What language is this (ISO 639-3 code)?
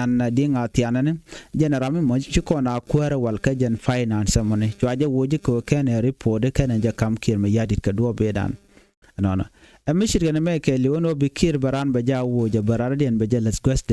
nus